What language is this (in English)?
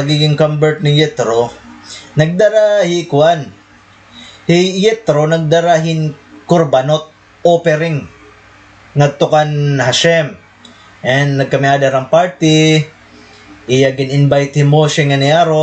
Waray